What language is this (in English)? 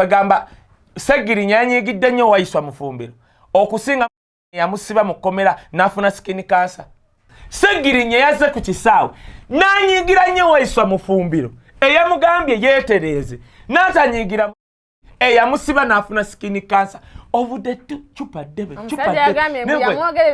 Ganda